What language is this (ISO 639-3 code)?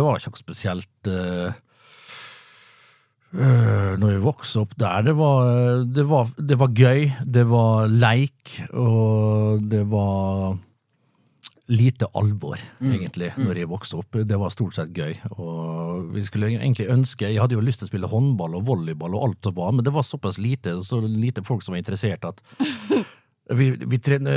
nor